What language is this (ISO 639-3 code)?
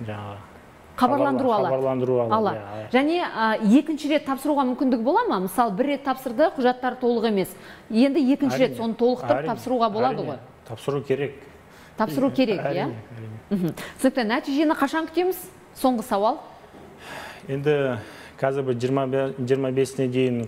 kaz